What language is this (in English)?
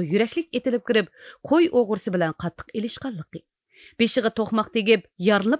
Uyghur